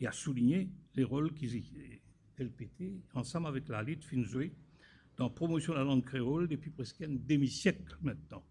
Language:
Morisyen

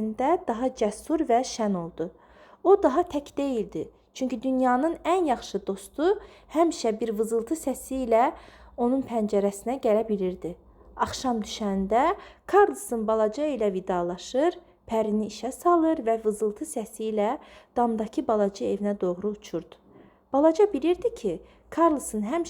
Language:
Azerbaijani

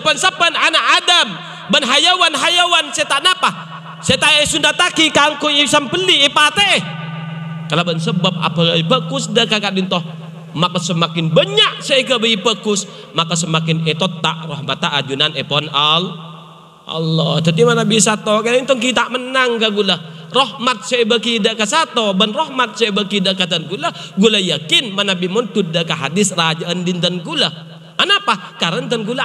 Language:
Madurese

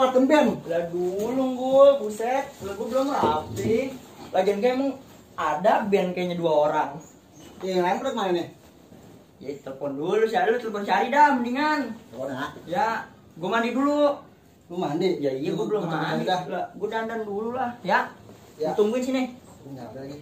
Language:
Betawi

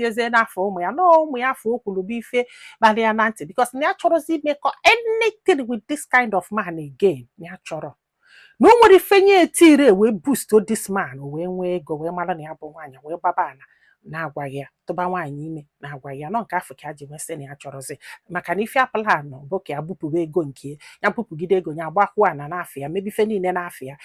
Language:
Igbo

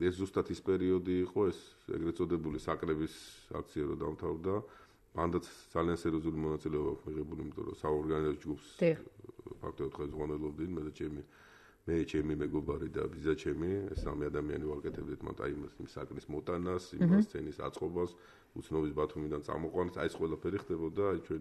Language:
Georgian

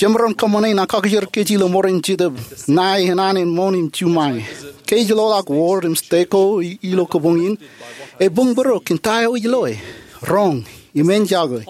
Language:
Marshallese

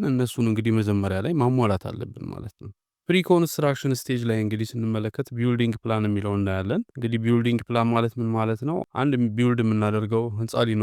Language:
Amharic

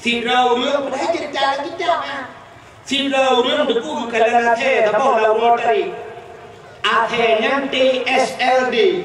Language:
Achinese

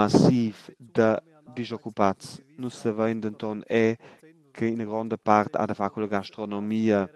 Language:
Romansh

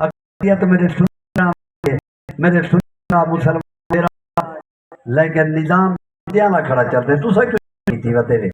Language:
Saraiki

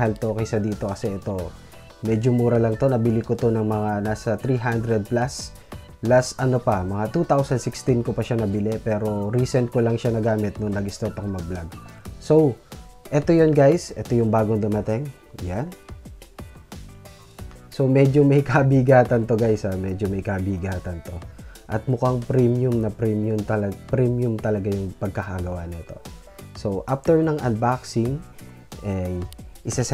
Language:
Filipino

